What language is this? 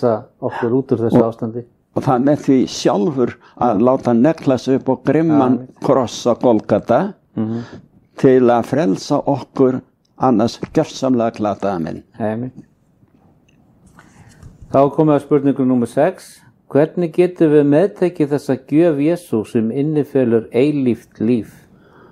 Icelandic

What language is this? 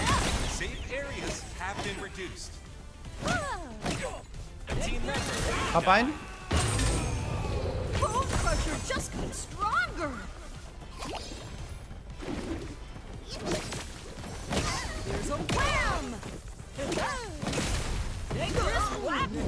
German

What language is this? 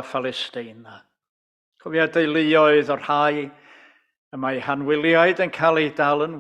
Welsh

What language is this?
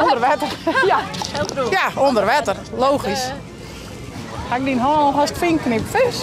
Western Frisian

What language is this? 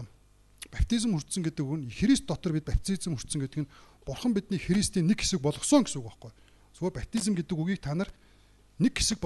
Mongolian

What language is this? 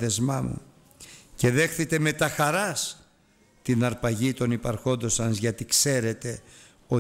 Greek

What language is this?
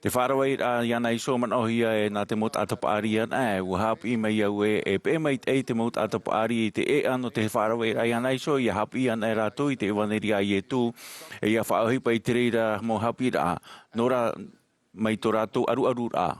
Tahitian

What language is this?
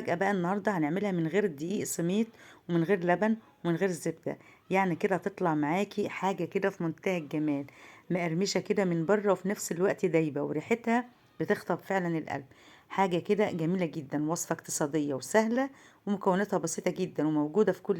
Egyptian Arabic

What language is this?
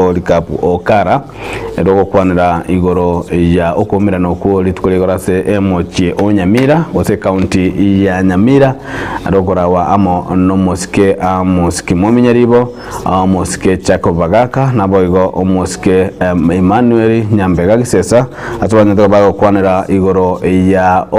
Gusii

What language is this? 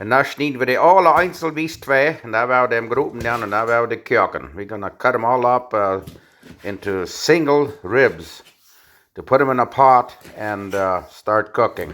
Plautdietsch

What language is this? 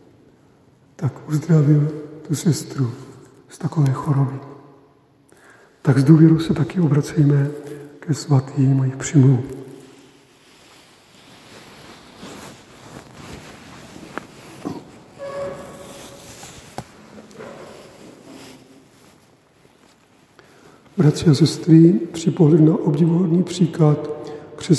Czech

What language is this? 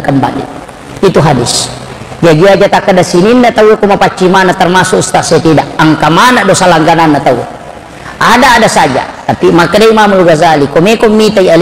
Buginese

